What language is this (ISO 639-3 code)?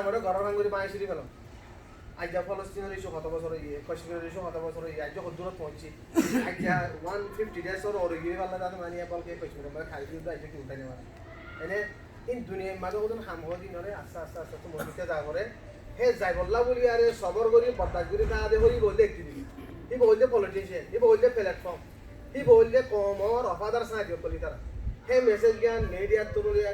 rhg